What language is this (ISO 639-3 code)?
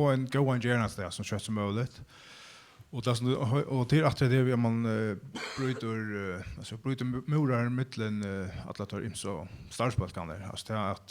fao